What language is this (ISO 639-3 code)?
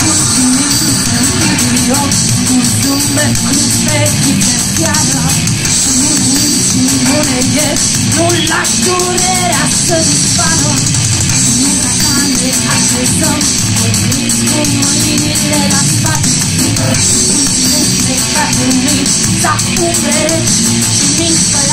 ron